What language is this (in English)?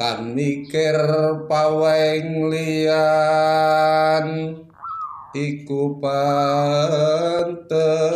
Javanese